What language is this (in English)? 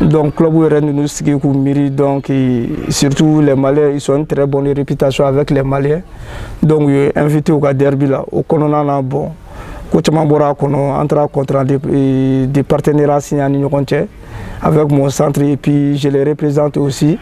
Bambara